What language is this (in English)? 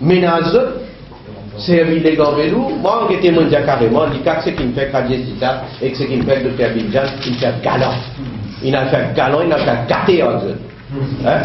Morisyen